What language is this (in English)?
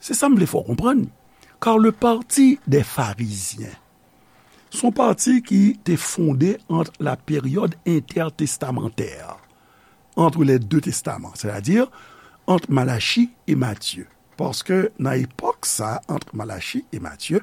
Haitian Creole